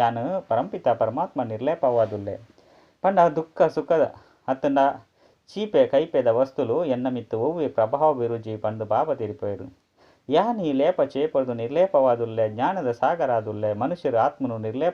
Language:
Tulu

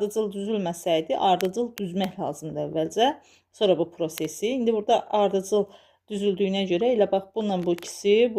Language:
Azerbaijani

